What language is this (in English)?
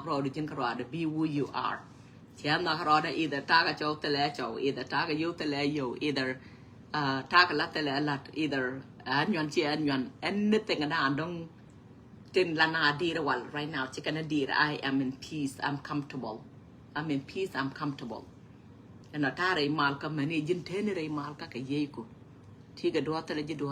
Nuer